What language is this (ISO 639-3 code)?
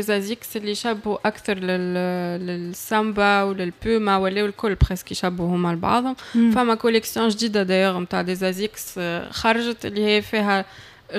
aeb